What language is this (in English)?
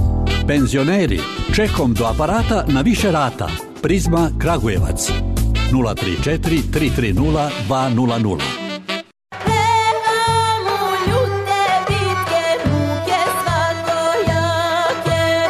Serbian